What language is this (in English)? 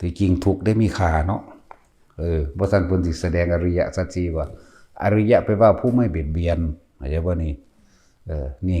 Northeastern Thai